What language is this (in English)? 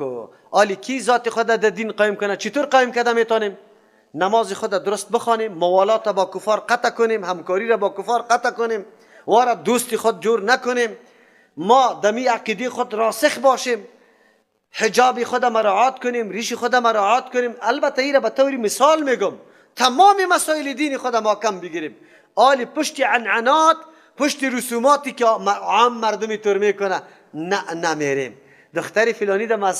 Persian